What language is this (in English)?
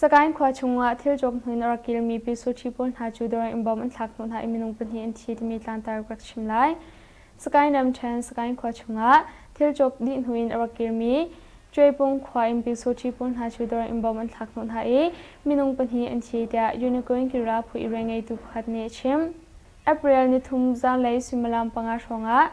Hakha Chin